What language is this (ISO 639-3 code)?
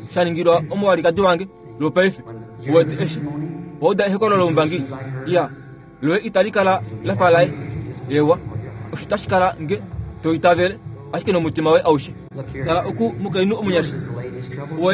kua